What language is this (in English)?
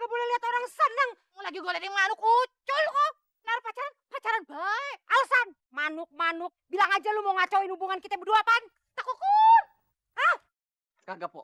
Betawi